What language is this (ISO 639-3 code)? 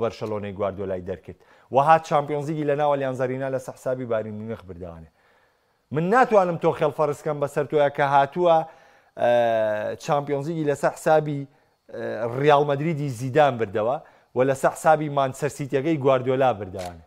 ckb